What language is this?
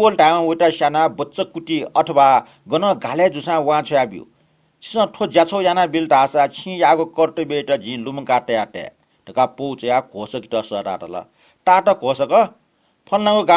Newari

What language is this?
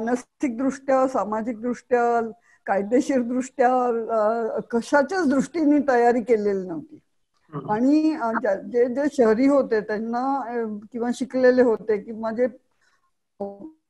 Marathi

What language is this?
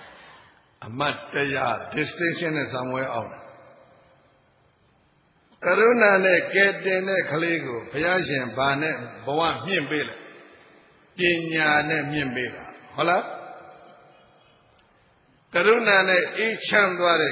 Burmese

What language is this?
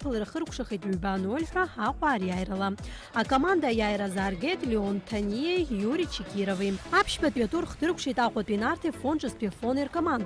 Abkhazian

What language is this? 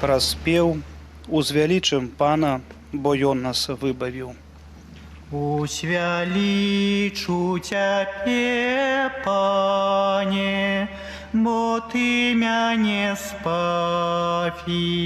Belarusian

